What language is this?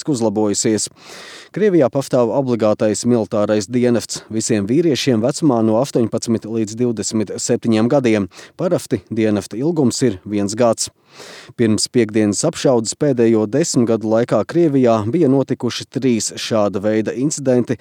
Latvian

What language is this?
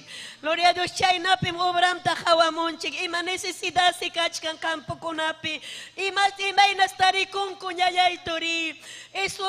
Ayacucho Quechua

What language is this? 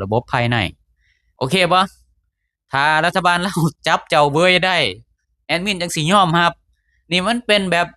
Lao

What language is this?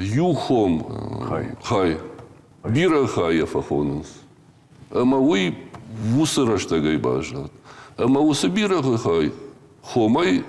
Ossetic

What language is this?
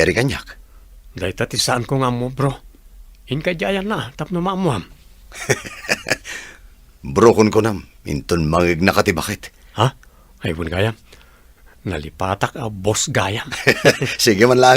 Iloko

